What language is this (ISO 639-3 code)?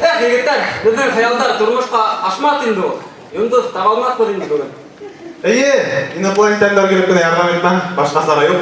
bak